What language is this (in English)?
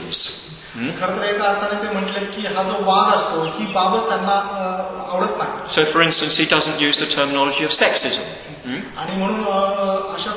Marathi